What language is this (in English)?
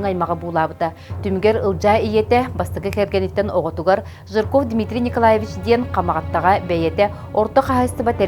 Yakut